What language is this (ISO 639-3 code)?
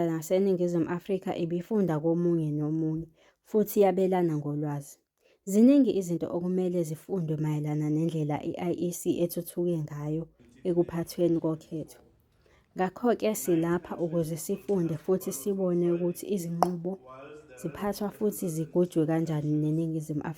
zul